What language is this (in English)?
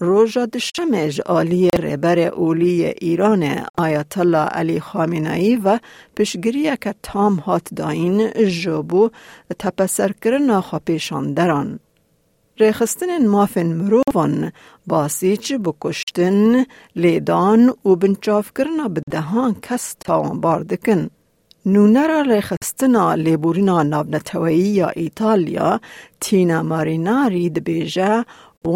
Kurdish